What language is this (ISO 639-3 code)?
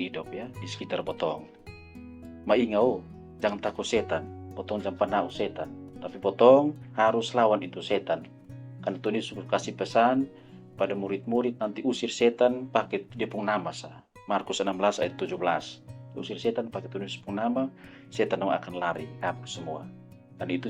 mkn